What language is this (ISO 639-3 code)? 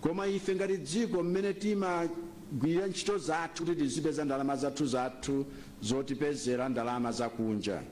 nya